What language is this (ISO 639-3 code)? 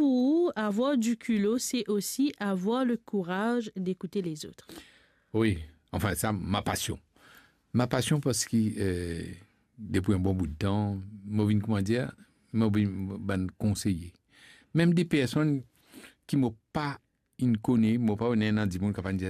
mfe